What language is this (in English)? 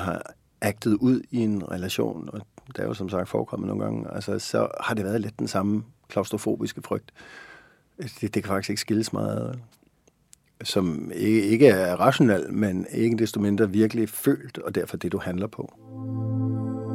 Danish